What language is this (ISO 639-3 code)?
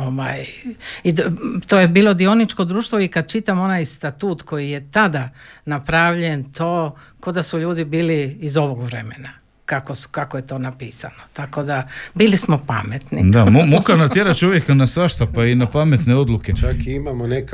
hrv